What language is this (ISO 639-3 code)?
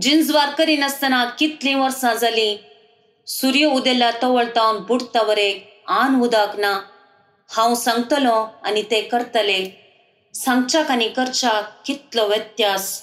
kok